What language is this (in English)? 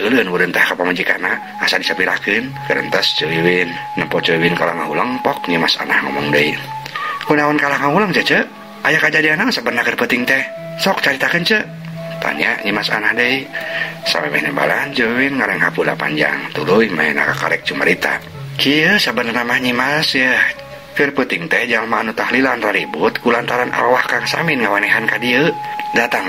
Sundanese